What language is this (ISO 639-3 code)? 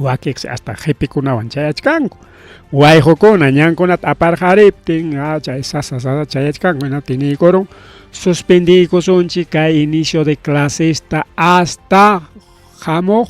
quy